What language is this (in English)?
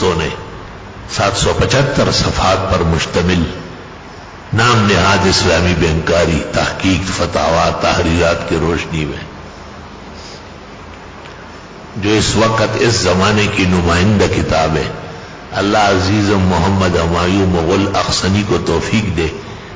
Urdu